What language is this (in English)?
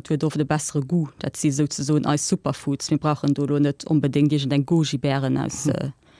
Luxembourgish